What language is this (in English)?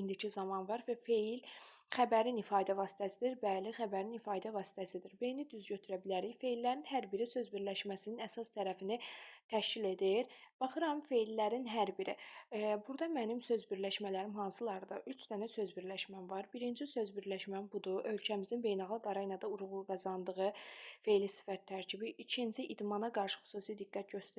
Azerbaijani